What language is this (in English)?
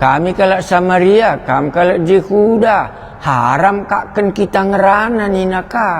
Batak Karo